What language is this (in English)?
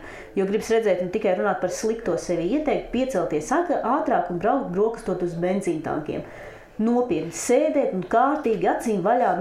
Latvian